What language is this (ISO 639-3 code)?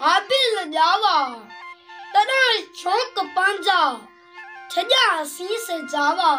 snd